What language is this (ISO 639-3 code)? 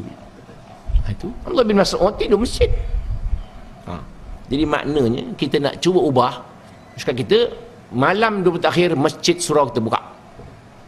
msa